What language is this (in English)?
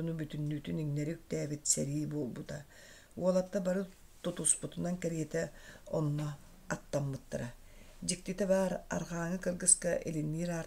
Yakut